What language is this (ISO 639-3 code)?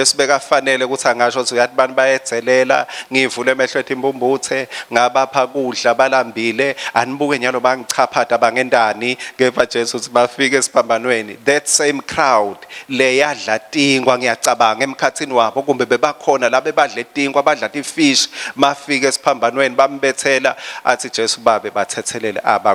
ssw